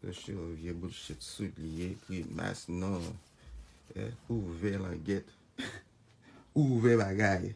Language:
Haitian Creole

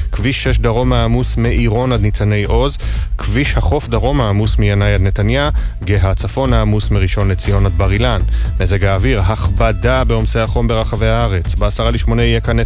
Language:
Hebrew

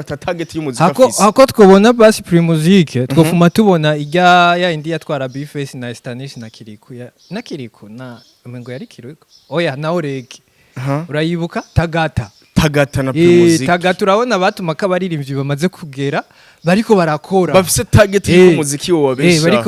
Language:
Rundi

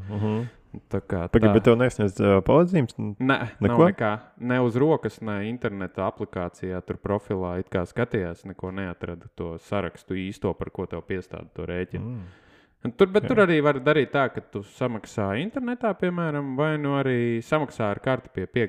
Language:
Latvian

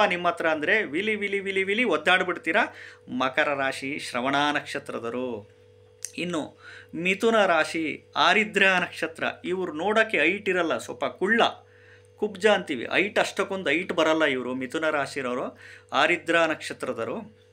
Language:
Kannada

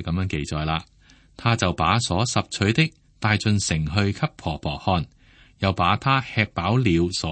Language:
Cantonese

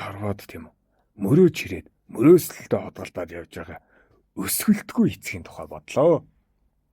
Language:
Mongolian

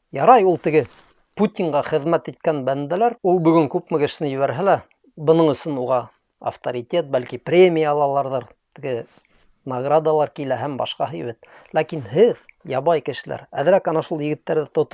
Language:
Bashkir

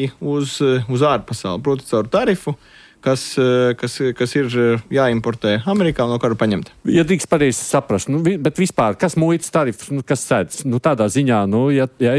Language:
Latvian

